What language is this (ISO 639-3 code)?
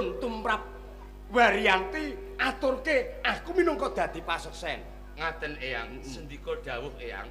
jav